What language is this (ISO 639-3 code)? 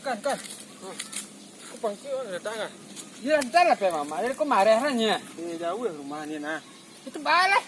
min